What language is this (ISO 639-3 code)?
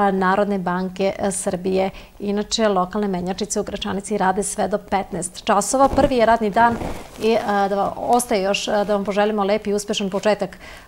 srp